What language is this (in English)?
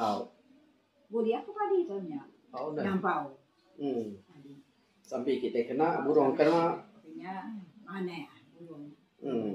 Iban